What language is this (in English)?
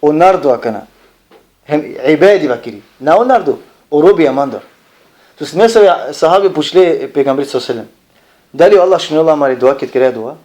Balkan Romani